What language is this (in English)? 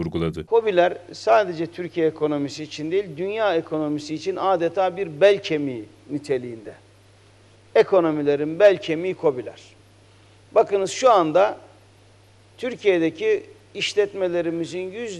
Turkish